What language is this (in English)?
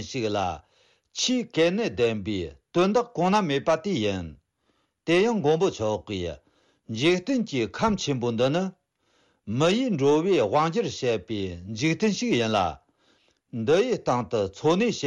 Tibetan